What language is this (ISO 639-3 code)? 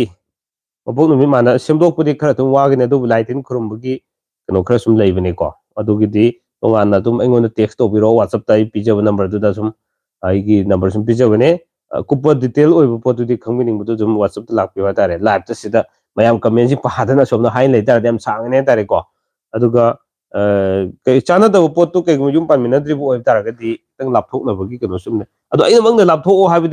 mni